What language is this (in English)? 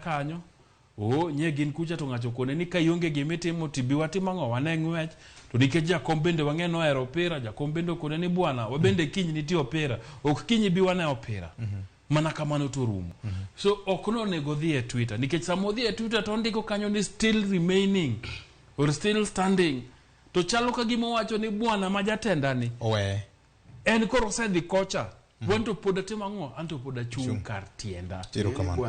Luo (Kenya and Tanzania)